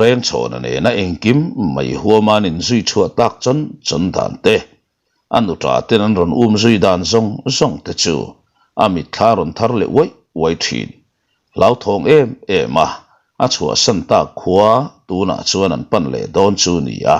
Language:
Mizo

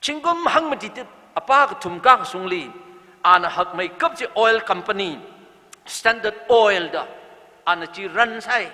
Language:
Tangkhul Naga (India)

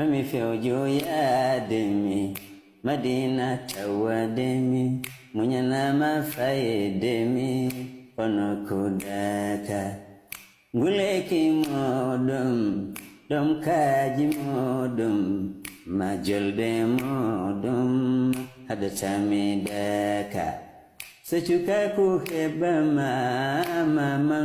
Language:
Fula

